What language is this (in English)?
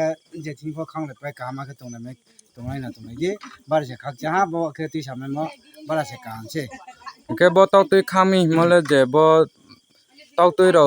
Riang (India)